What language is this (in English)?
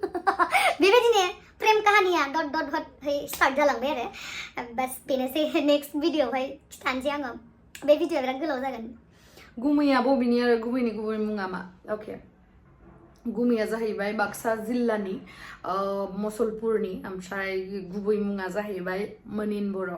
Bodo